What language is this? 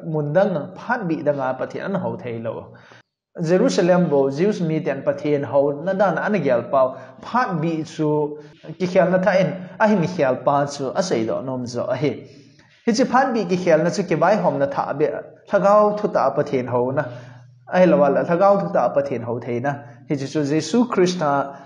Thado Chin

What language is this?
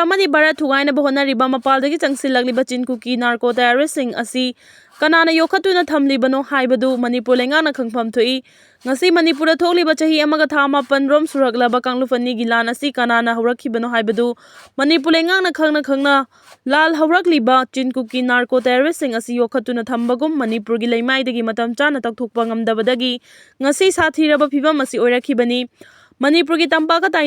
Manipuri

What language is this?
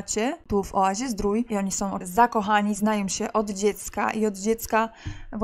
Polish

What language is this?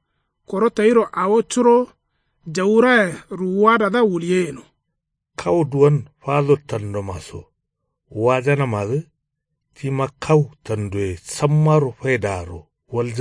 Kanuri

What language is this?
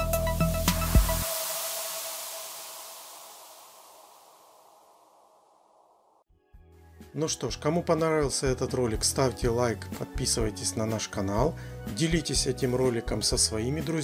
Russian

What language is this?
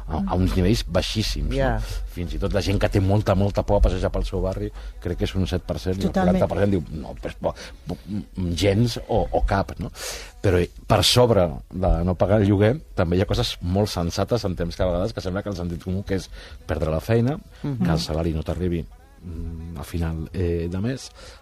Catalan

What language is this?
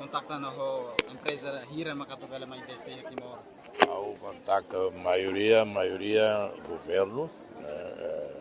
Tetum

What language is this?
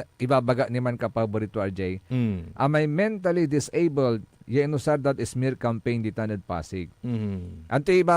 Pangasinan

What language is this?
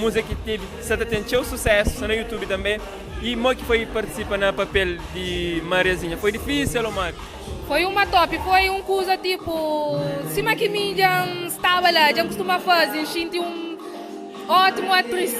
Kabuverdianu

